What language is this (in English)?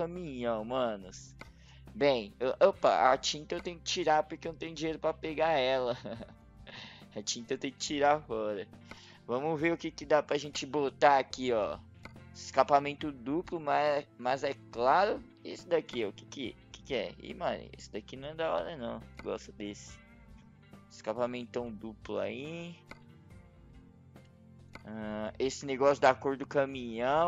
Portuguese